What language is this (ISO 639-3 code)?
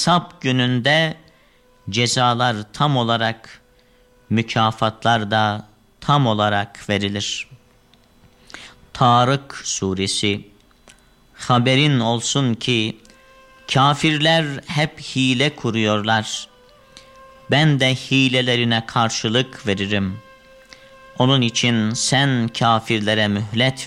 tur